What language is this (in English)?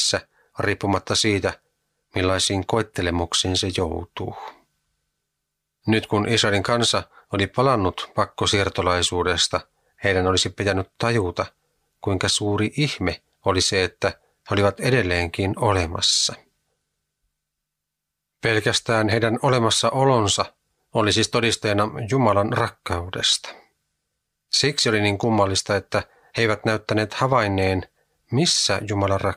Finnish